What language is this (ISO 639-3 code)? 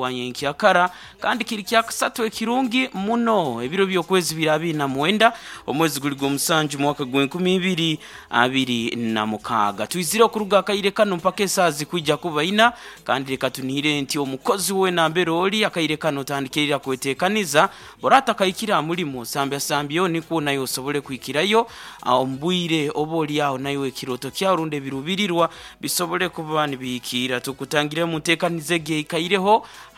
nyn